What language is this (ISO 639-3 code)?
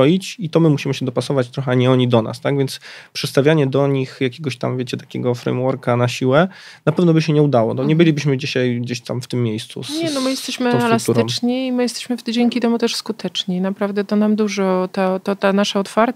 pol